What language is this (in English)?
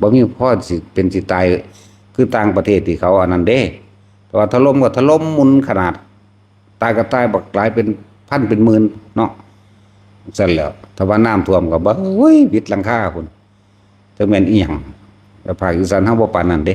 Northeastern Thai